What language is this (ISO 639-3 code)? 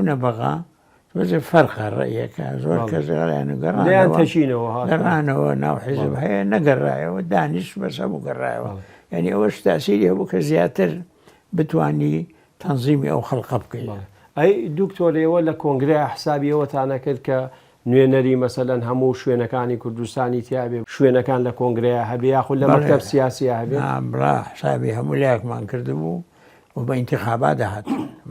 ckb